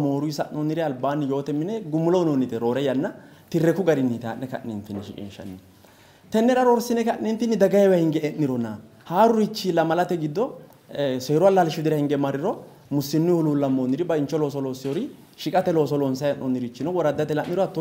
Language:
Sidamo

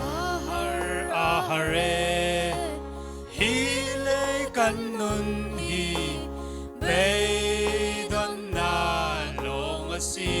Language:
Falam Chin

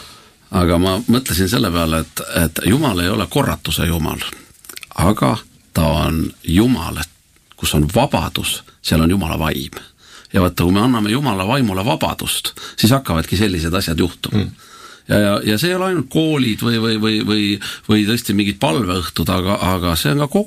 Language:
Estonian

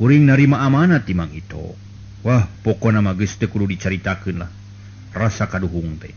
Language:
Sundanese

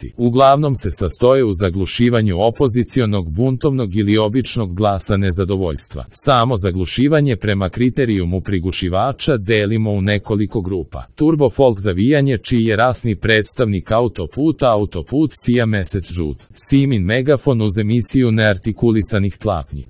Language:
Serbian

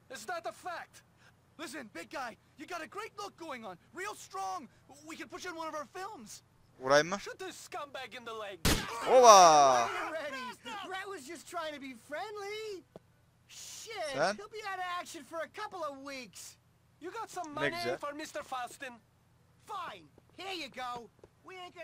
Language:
Turkish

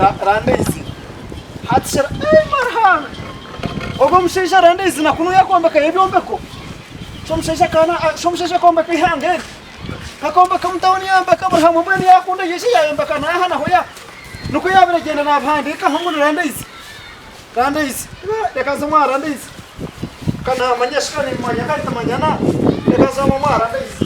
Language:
Nyankole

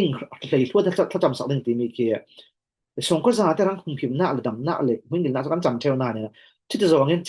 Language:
Falam Chin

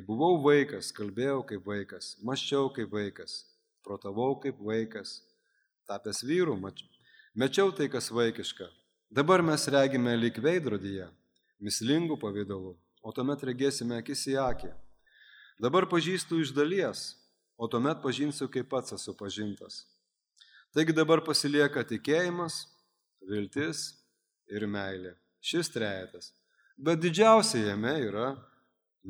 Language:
Lithuanian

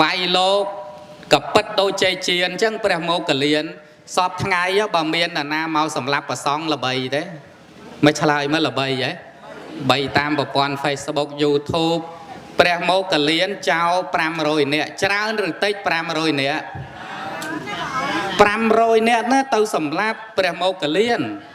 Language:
Khmer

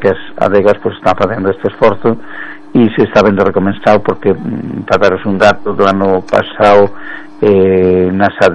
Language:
Galician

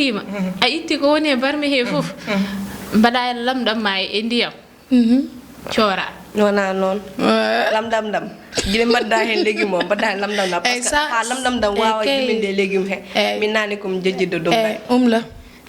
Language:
Fula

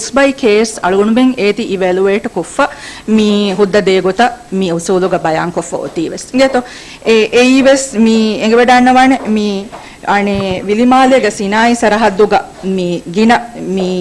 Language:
Divehi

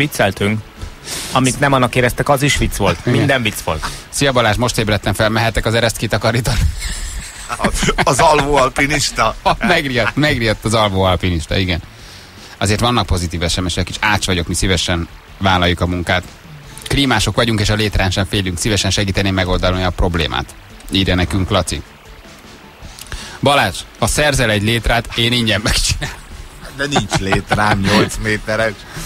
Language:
Hungarian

